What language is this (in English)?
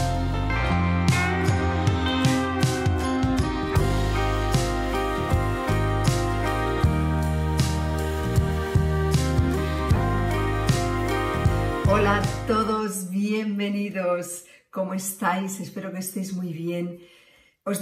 Spanish